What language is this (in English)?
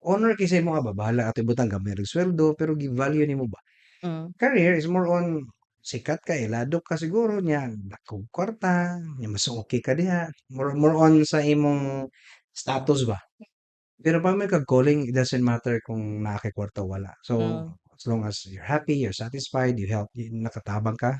Cebuano